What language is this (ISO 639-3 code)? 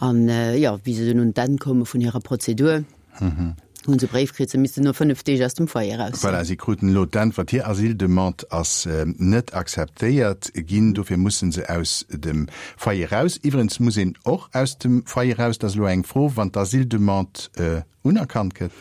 ltz